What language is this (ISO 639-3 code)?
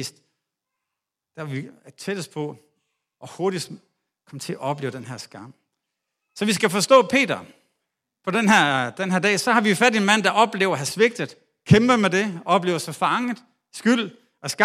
dan